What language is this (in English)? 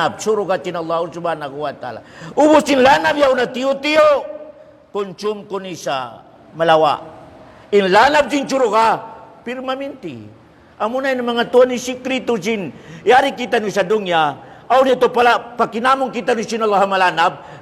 Tausug